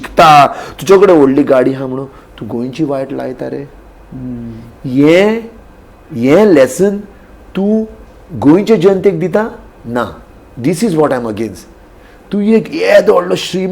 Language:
Konkani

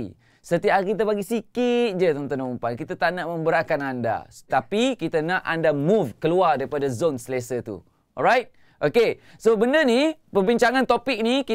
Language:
Malay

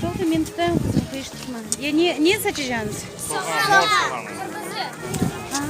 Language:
Crimean Tatar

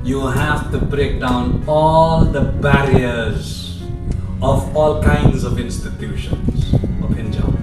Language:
Khasi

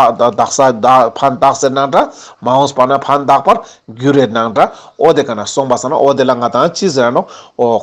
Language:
Ladakhi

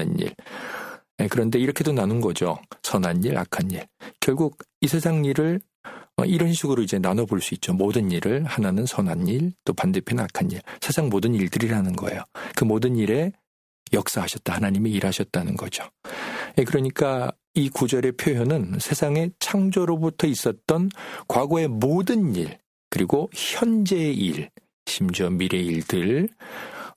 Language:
Korean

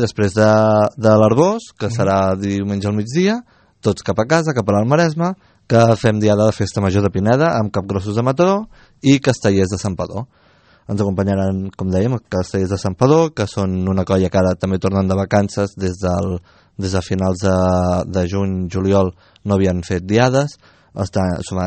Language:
Catalan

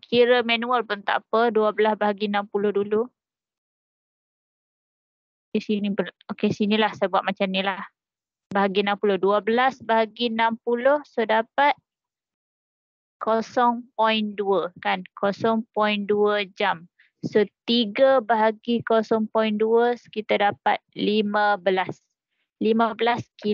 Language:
Malay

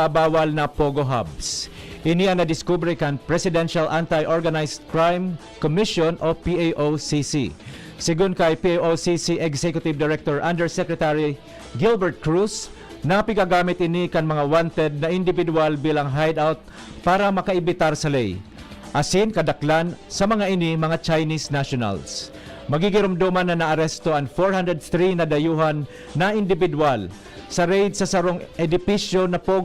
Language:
Bikol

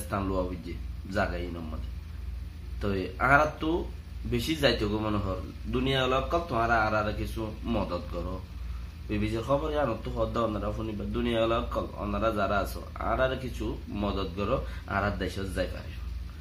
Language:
Rohingya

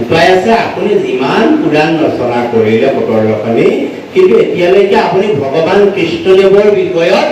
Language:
Assamese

